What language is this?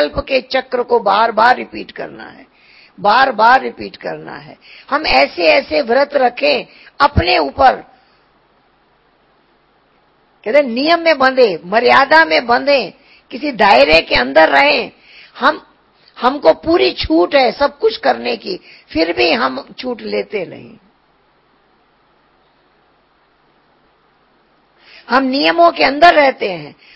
Hindi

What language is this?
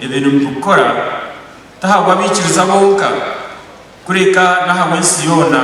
Nyankole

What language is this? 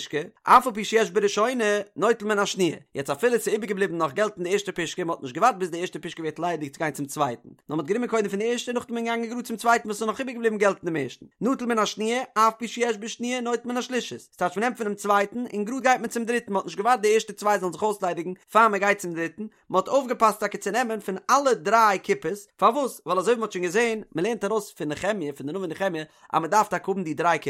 Yiddish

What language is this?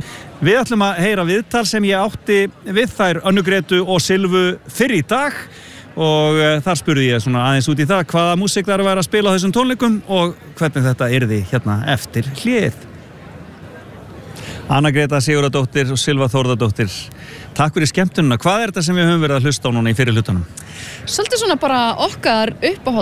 Icelandic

